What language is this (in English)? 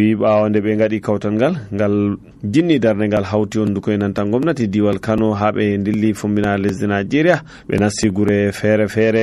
Nigerian Fulfulde